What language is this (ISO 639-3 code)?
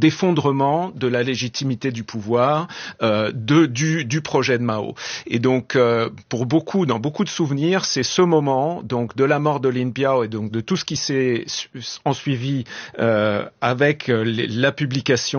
fra